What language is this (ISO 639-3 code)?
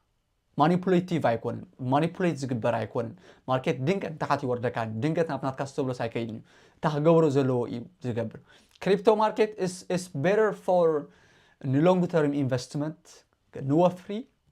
tir